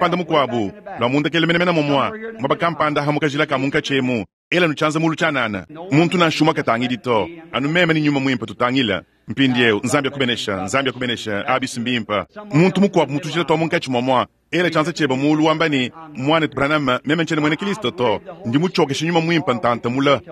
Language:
Luba-Lulua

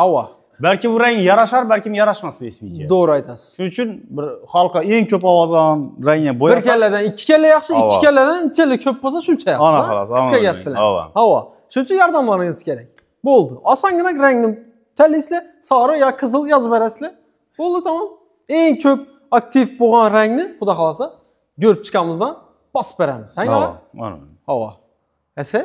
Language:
Uzbek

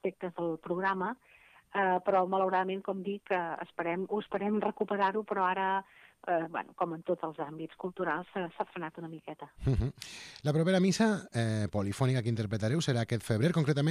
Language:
Catalan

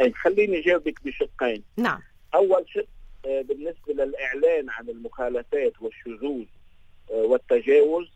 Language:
North Levantine Arabic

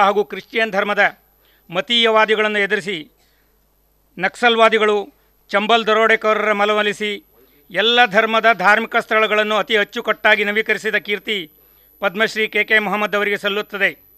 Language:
Kannada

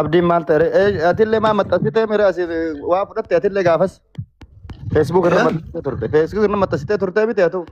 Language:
Oromo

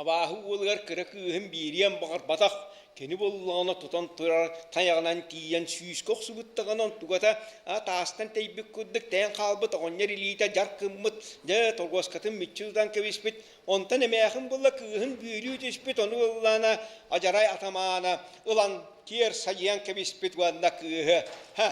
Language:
Yakut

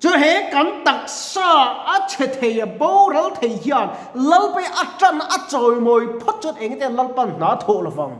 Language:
Mizo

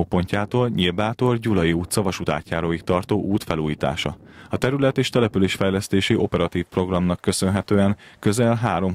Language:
Hungarian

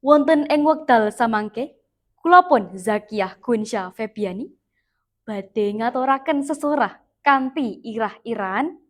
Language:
Javanese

